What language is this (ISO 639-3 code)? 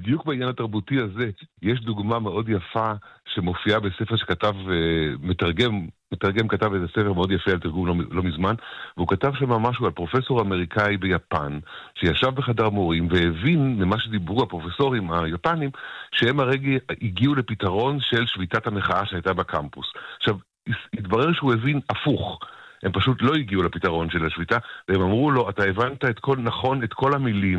heb